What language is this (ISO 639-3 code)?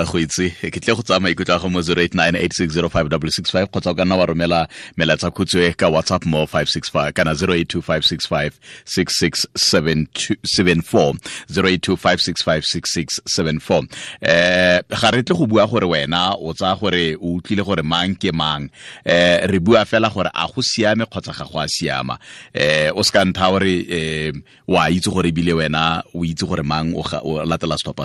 tsn